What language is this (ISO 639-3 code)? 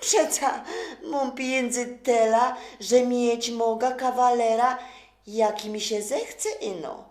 szl